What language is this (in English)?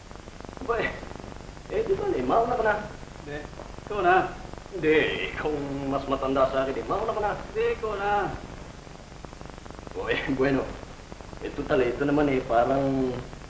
Filipino